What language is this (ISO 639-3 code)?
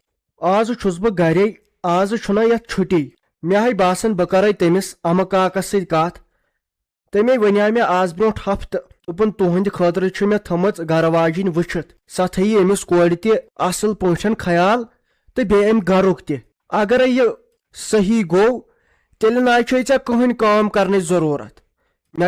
kas